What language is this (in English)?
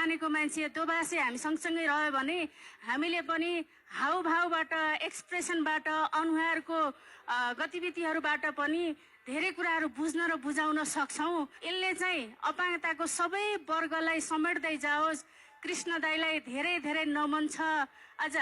Nepali